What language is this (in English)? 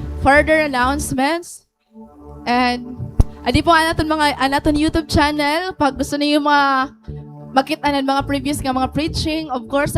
Waray